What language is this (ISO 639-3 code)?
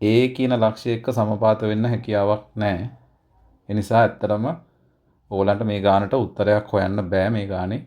sin